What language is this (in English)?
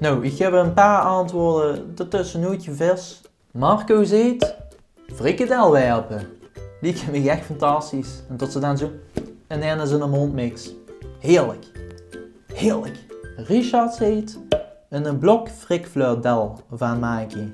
Limburgish